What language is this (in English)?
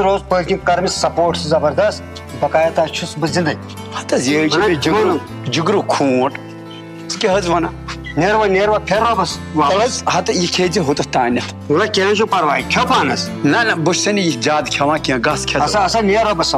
Kashmiri